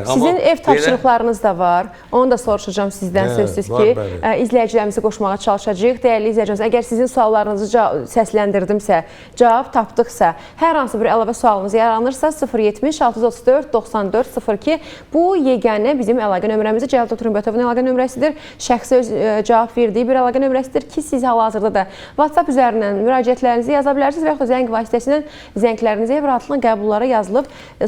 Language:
Azerbaijani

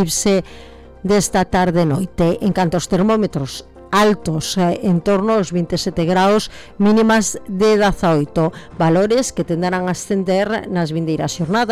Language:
Galician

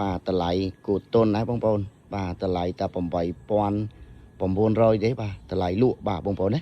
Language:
Khmer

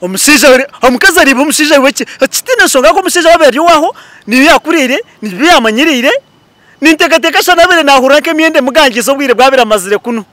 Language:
Nyankole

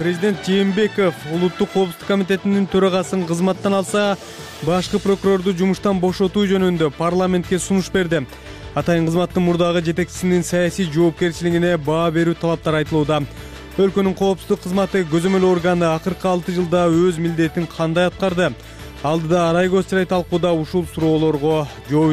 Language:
Kyrgyz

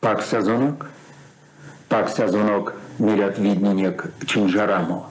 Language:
Erzya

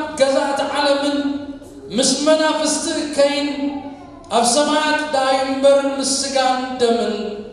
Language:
Tigrinya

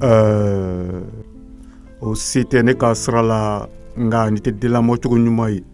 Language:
Bambara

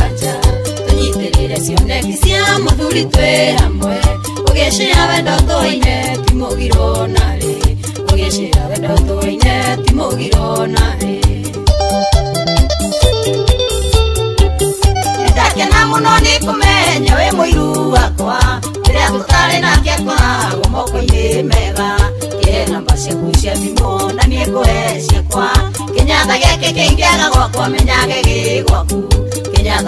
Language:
Kikuyu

